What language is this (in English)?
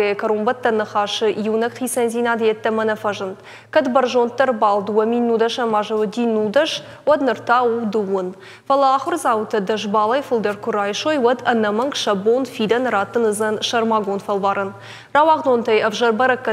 Ossetic